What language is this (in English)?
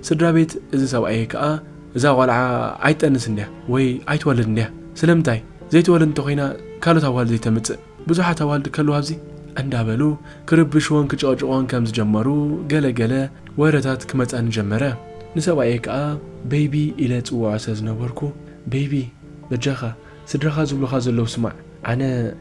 Tigrinya